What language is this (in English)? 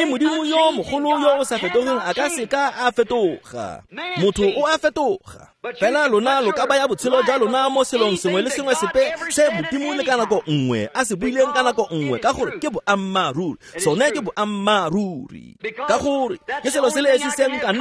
Tswana